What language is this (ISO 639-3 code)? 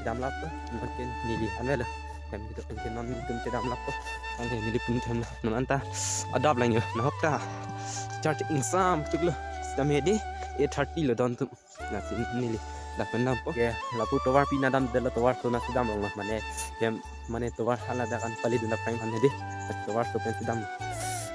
mjw